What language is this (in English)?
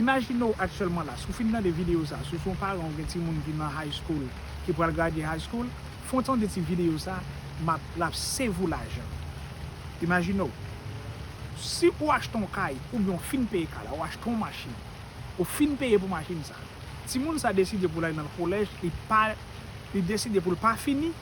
Haitian Creole